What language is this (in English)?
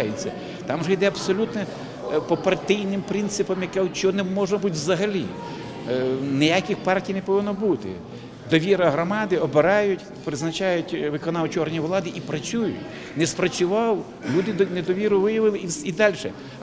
Ukrainian